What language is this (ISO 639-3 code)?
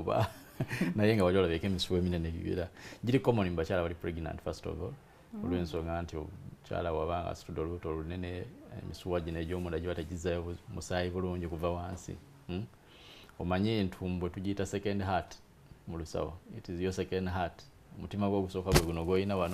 lug